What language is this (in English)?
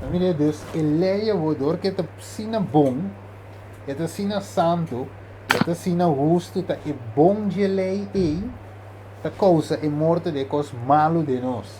Papiamento